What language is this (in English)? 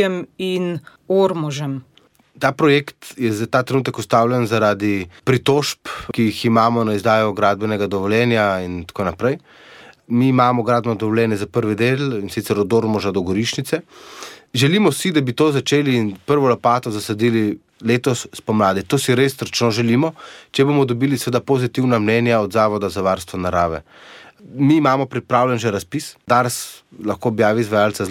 Slovenian